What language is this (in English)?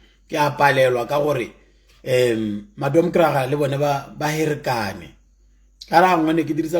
Tswana